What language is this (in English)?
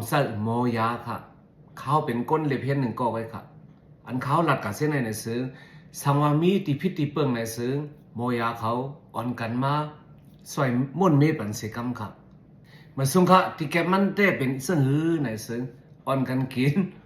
Shan